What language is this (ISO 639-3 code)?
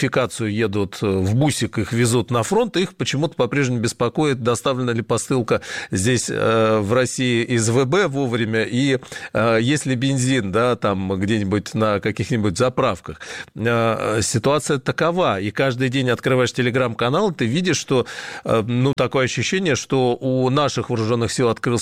rus